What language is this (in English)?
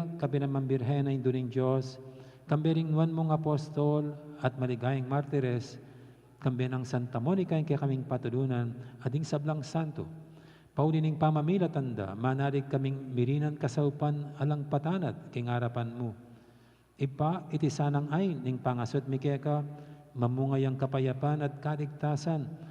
Pampanga